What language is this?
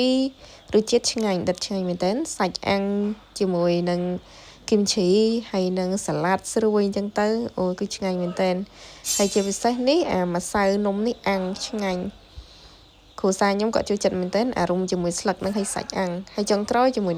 Khmer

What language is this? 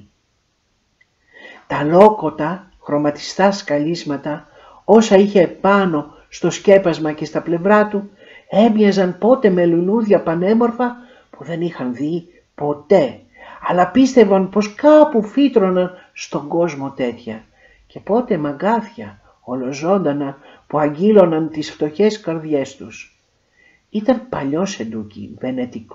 Greek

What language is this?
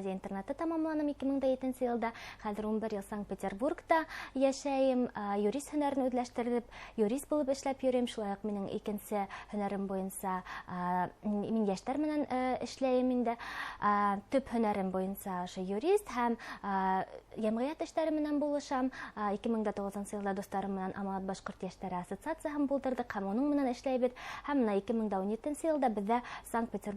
Bashkir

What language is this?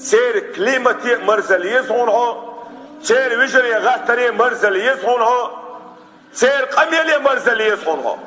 Chechen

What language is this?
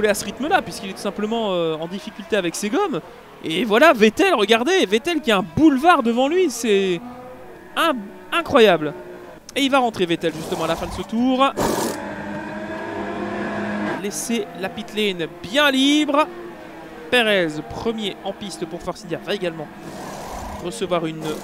French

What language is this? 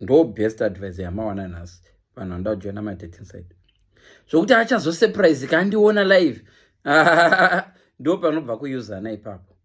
Shona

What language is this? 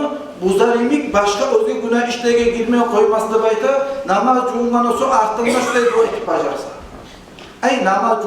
Kumyk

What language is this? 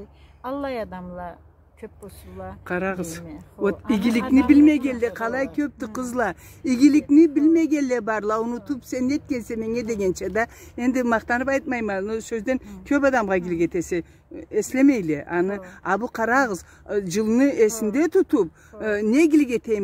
Karachay-Balkar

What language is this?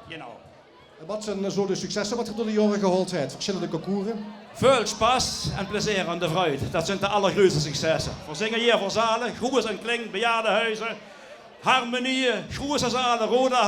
Limburgish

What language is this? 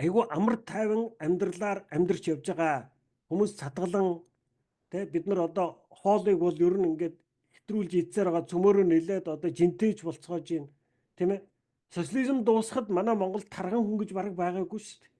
Mongolian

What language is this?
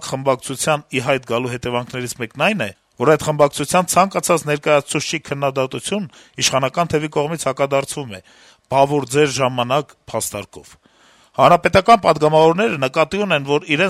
Armenian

